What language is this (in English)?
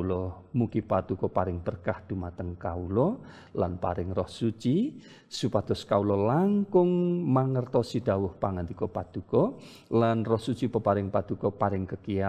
Javanese